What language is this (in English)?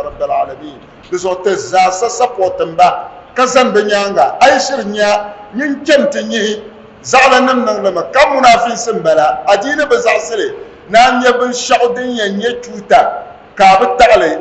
Dagbani